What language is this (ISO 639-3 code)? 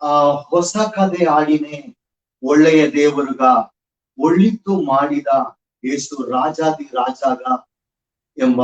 bfq